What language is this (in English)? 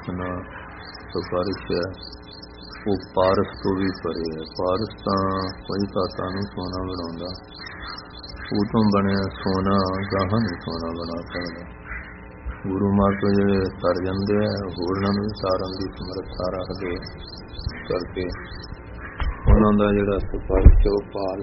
Punjabi